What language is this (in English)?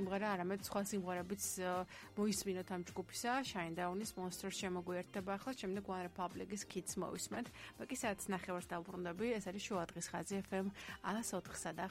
Georgian